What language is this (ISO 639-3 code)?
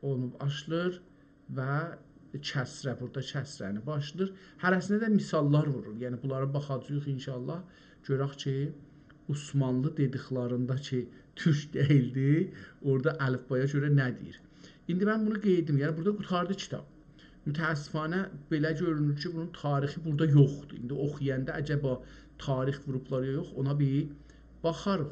azb